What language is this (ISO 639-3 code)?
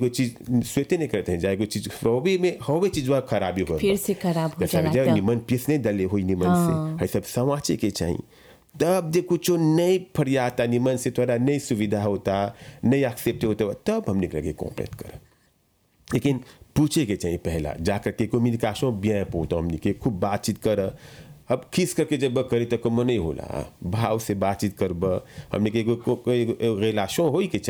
bho